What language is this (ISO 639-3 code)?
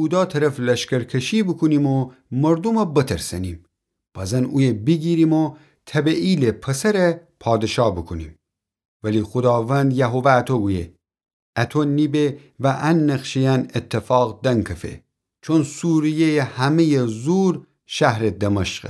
glk